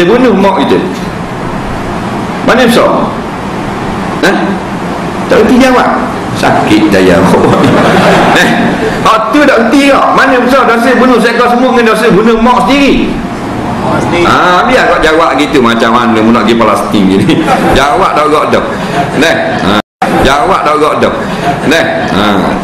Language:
Malay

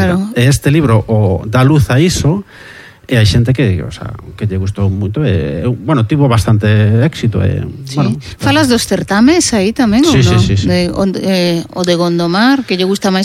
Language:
Galician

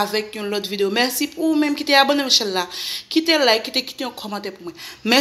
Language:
Haitian Creole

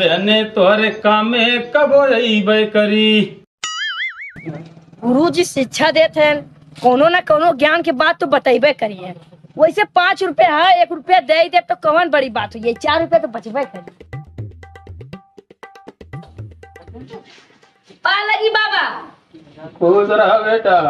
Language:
Bhojpuri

